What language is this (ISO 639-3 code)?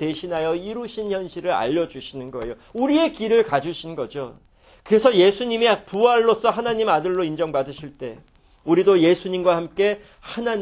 kor